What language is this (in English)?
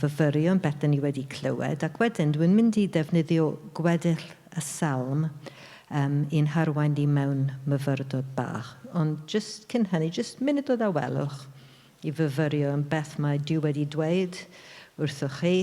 Welsh